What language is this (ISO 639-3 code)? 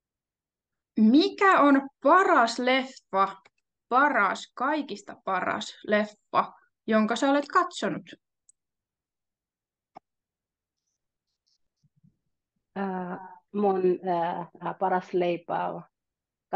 fin